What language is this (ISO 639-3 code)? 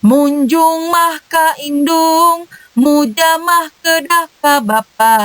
sun